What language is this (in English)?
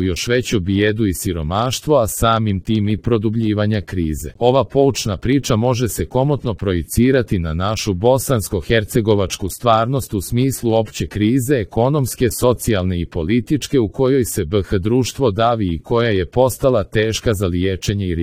Croatian